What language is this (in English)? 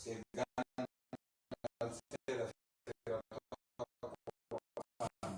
Pular